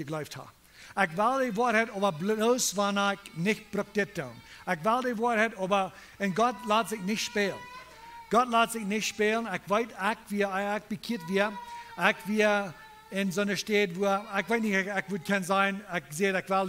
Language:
Plautdietsch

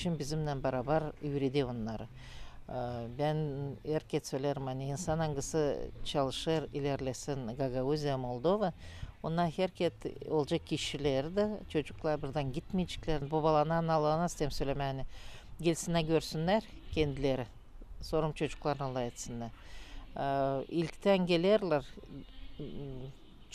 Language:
Gagauz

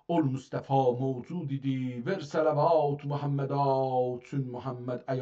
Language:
South Azerbaijani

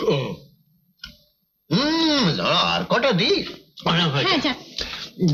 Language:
Bangla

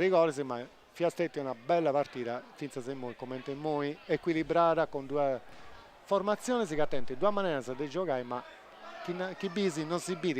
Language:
Sardinian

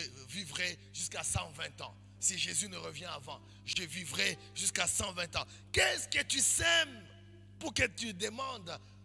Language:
French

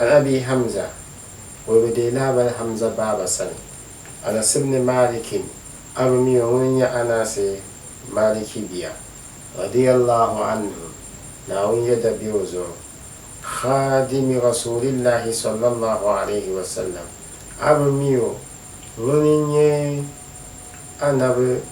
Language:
Dagbani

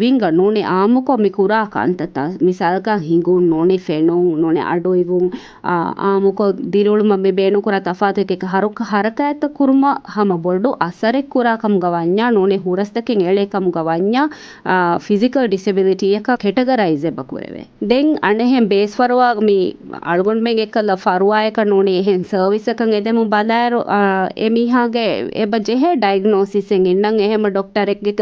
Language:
Divehi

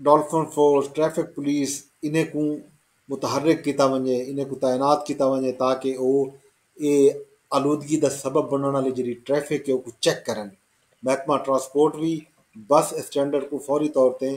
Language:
Saraiki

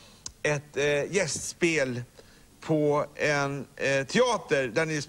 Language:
Swedish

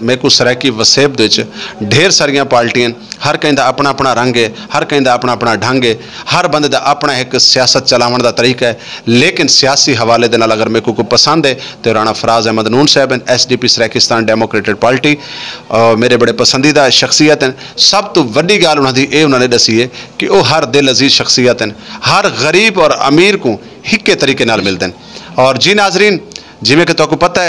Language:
Saraiki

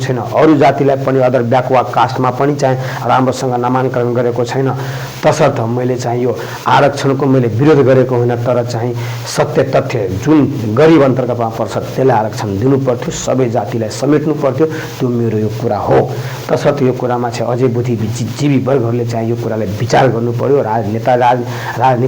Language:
Nepali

